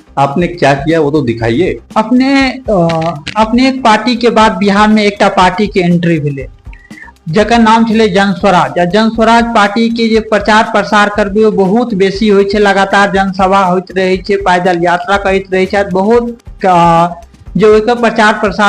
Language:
Maithili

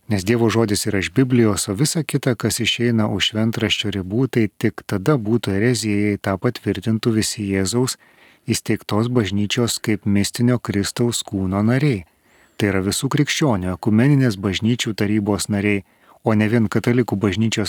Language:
Lithuanian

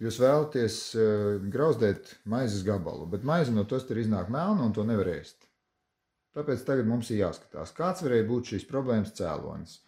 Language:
Latvian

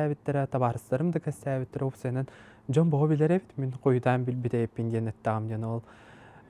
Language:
Yakut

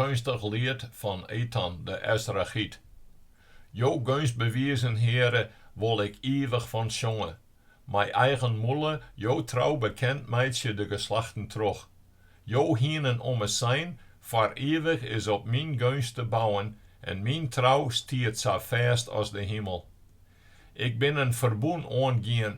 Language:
Western Frisian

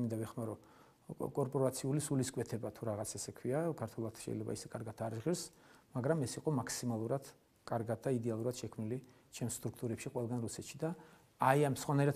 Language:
Georgian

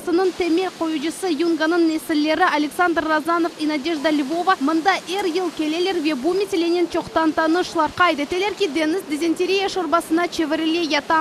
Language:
Crimean Tatar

